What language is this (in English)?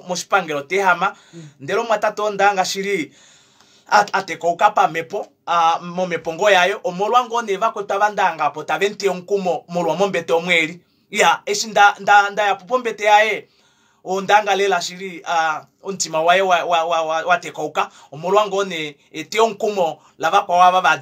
Kuanyama